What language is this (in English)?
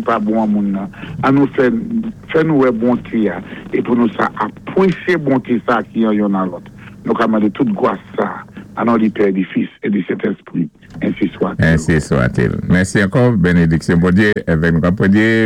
Saint Lucian Creole French